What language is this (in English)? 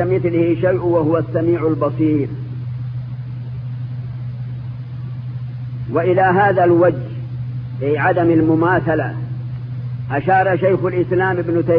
Arabic